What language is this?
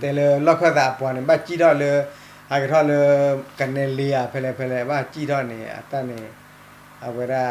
S'gaw Karen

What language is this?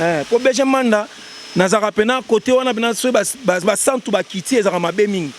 Lingala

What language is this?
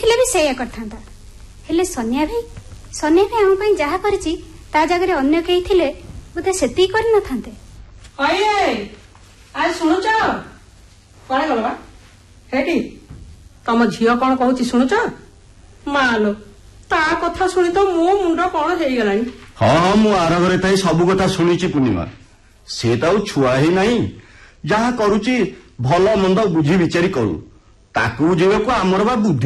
Odia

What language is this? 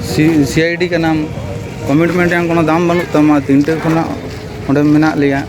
Santali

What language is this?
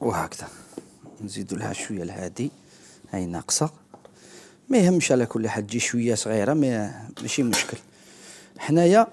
Algerian Arabic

